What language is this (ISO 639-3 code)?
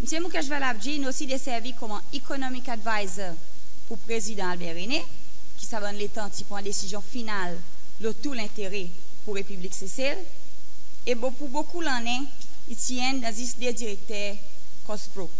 crs